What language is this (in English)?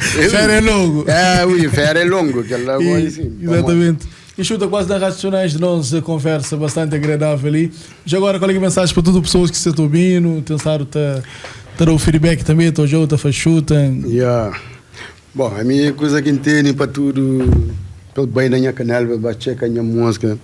Kabuverdianu